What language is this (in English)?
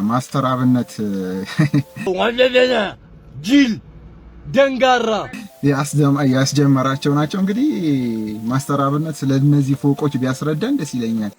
Amharic